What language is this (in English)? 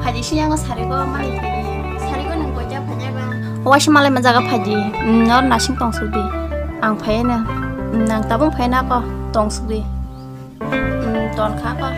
Kok Borok